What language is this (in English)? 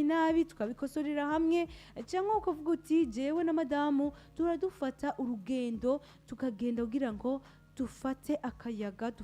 Rundi